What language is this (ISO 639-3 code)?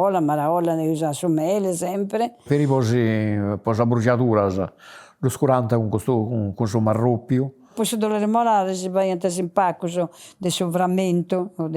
srd